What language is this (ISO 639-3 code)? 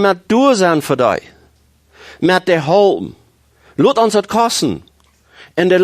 pdt